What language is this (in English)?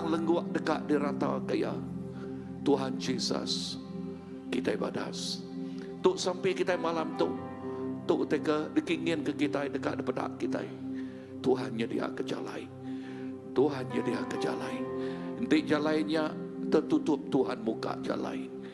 Iban